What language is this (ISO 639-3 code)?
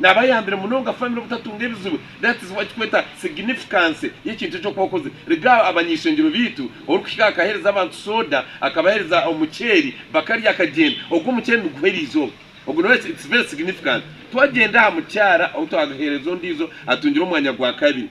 nyn